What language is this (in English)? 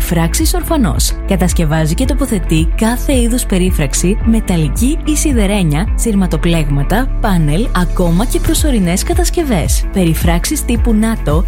Greek